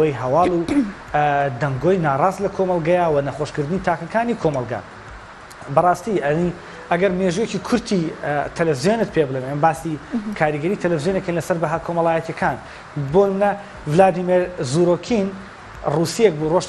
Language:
Central Kurdish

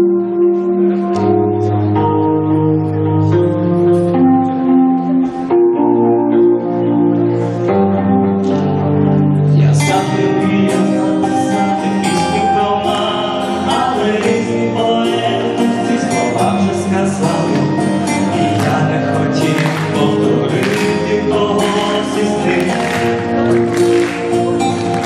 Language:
Ukrainian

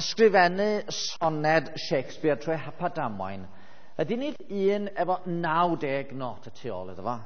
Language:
Welsh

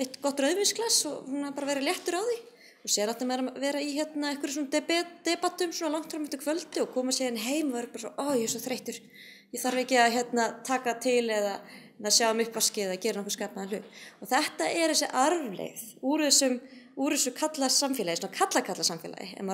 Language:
Icelandic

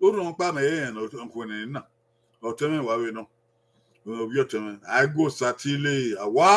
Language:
Bini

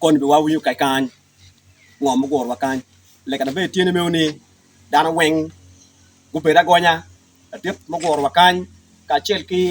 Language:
Acoli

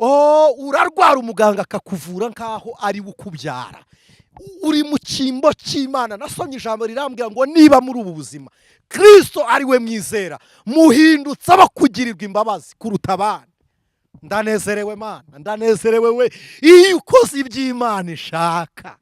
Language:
Kinyarwanda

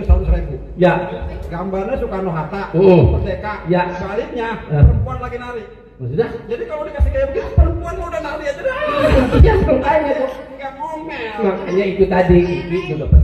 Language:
Betawi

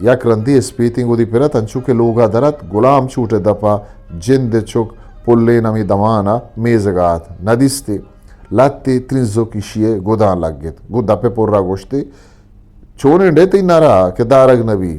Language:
Eastern Balochi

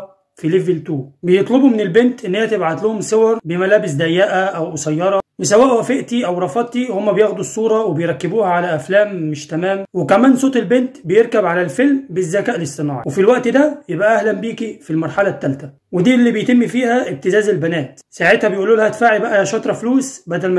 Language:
Egyptian Arabic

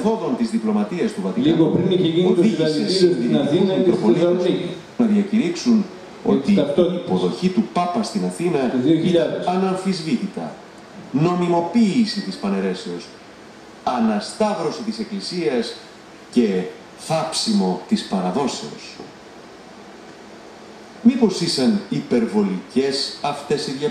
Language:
Greek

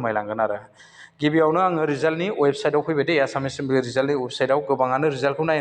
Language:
Bodo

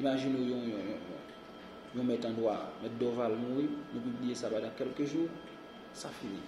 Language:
Haitian Creole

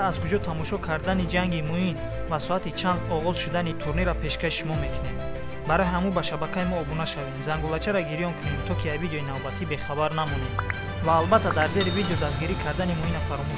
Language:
Tajik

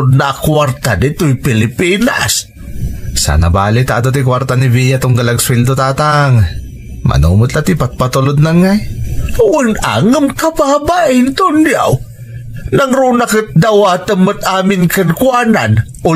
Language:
Iloko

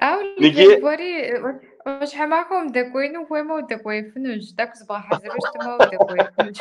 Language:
Kabardian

